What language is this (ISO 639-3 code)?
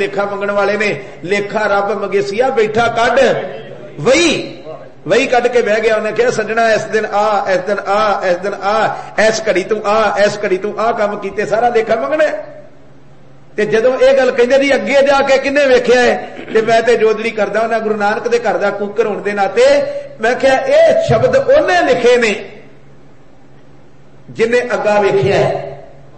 pan